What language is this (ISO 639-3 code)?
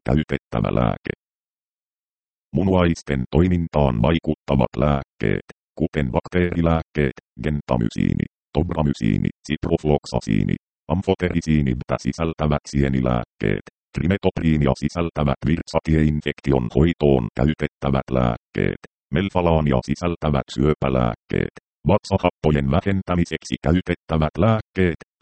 fin